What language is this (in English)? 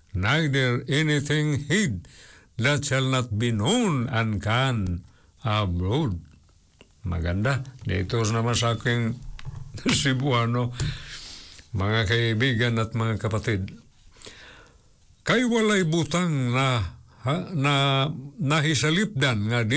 Filipino